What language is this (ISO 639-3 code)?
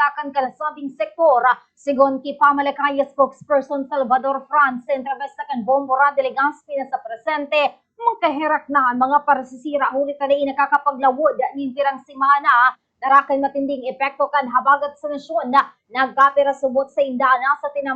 bik